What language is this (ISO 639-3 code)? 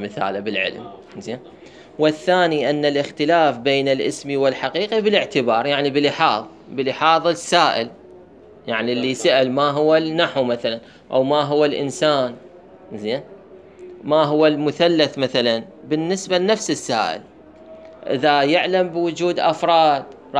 acm